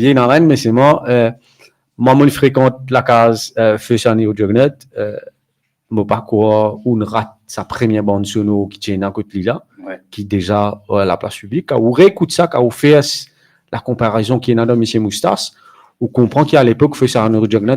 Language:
Morisyen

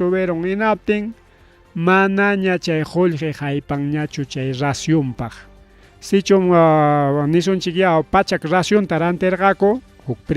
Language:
Ayacucho Quechua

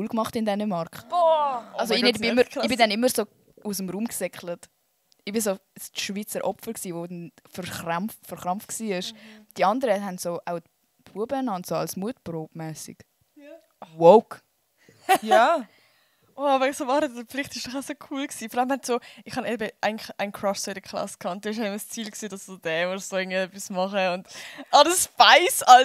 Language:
Swiss German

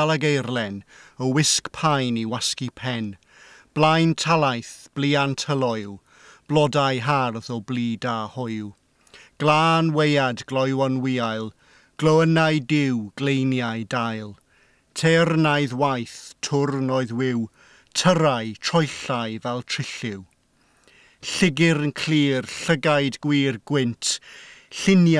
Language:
Welsh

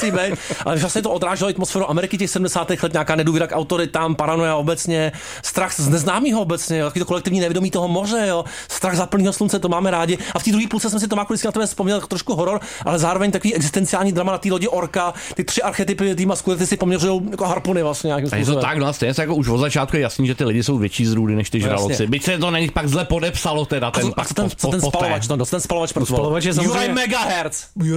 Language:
Czech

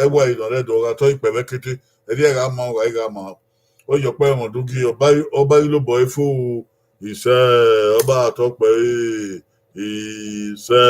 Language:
Bini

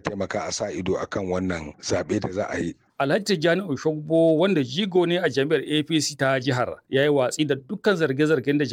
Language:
Hausa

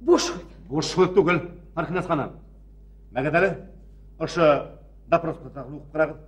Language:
Bashkir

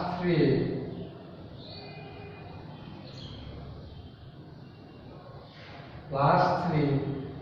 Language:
Bangla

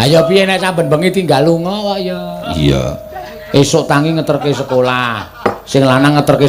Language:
Javanese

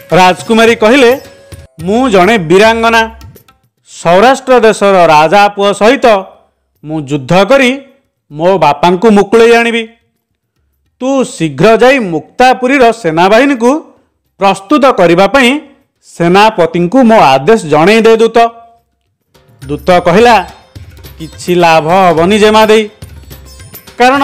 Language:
Odia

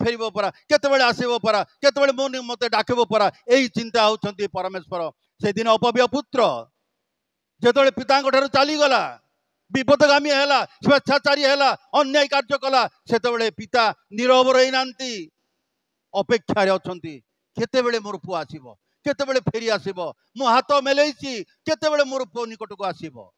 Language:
Odia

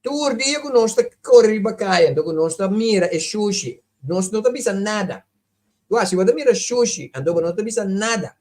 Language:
Papiamento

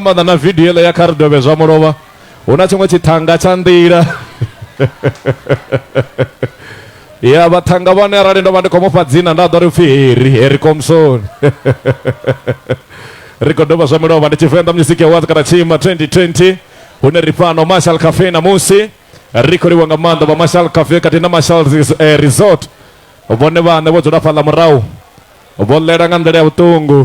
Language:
Venda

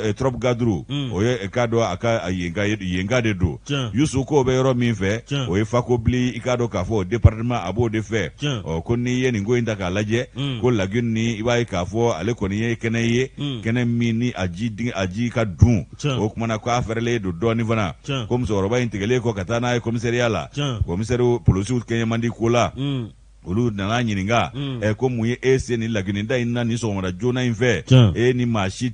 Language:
Bambara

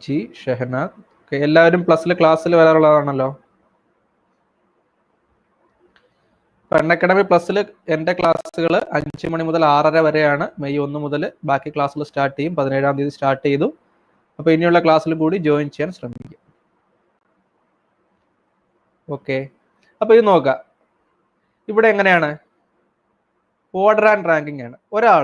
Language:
Malayalam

